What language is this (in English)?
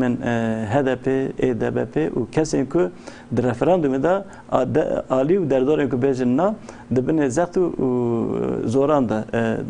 Kurdish